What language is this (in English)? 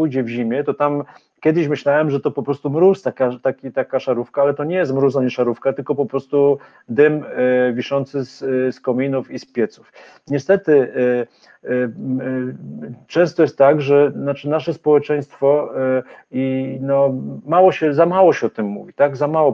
Polish